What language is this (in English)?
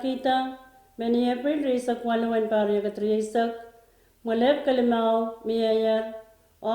Pohnpeian